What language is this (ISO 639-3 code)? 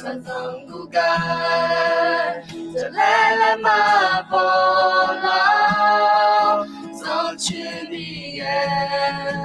ahk